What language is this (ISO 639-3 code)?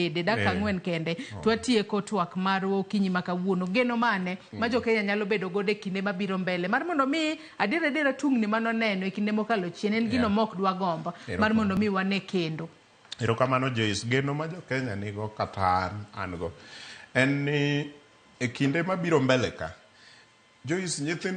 luo